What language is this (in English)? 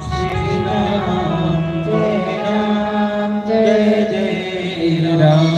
Dogri